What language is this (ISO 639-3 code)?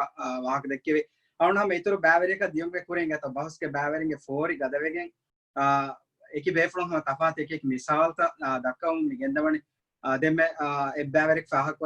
div